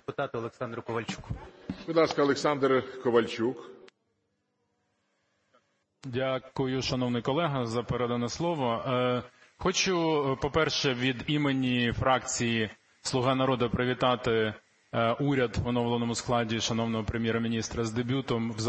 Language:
Ukrainian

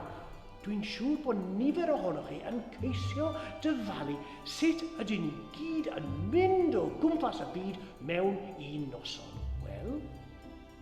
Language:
Welsh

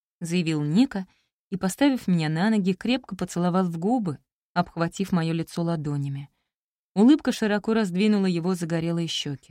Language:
Russian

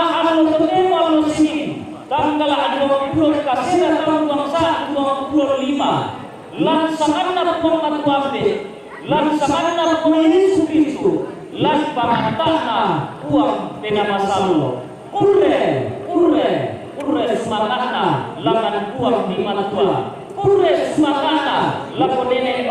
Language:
Toraja-Sa'dan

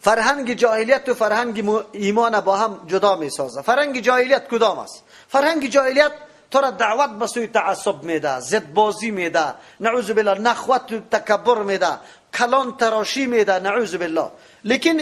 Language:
Persian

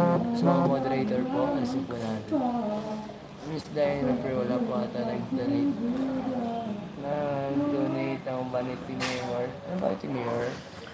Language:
Filipino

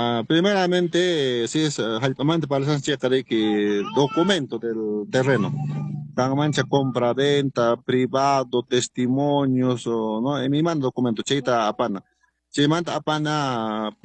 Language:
Quechua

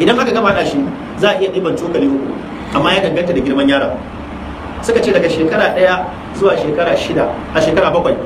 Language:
Hausa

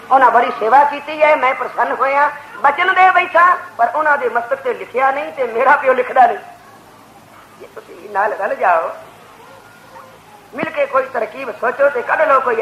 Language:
Punjabi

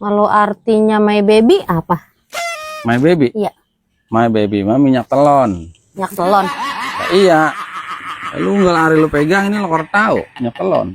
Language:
Betawi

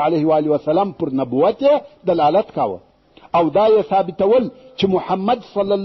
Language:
Pashto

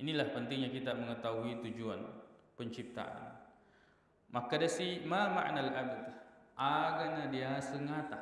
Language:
Buginese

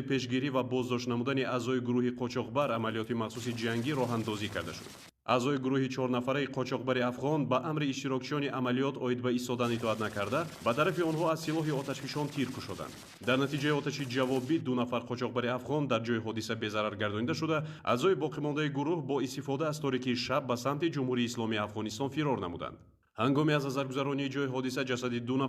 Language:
Tajik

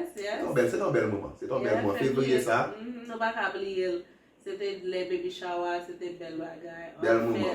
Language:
Haitian Creole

